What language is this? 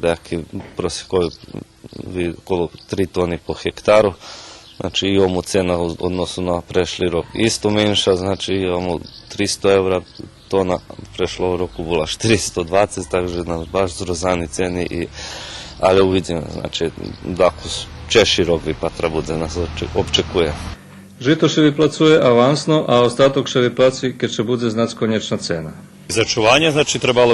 Rusyn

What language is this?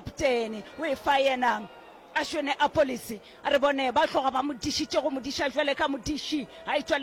Northern Sotho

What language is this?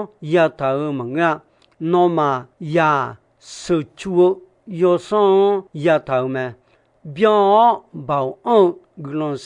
Akha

